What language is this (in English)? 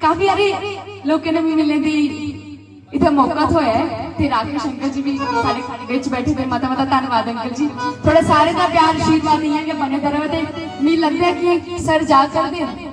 Dogri